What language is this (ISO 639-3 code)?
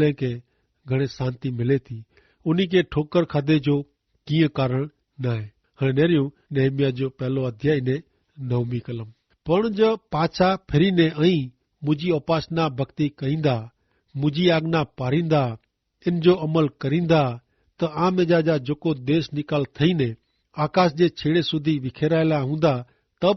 kfr